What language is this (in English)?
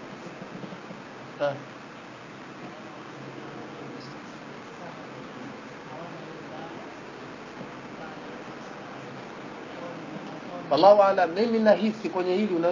Swahili